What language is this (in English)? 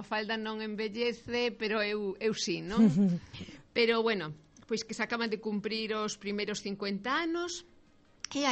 Galician